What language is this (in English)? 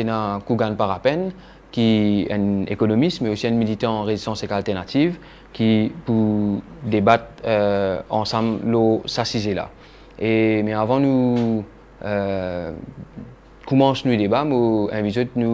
Morisyen